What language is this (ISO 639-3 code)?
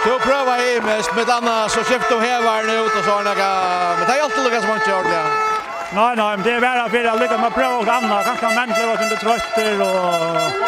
fao